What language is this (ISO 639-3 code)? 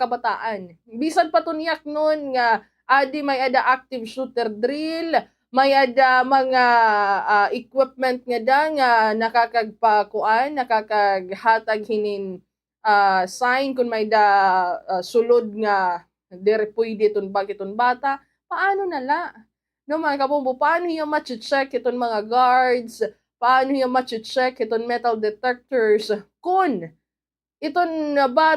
war